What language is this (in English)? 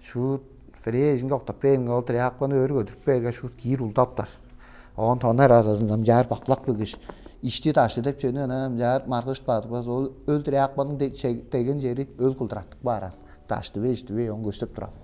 Tuvinian